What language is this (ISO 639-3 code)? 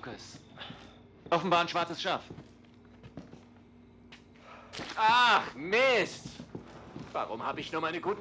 deu